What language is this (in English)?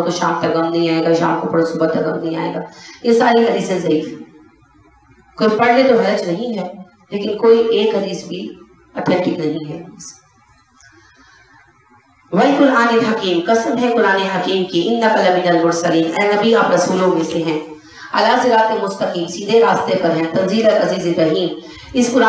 Urdu